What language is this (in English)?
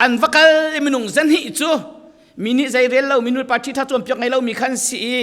Falam Chin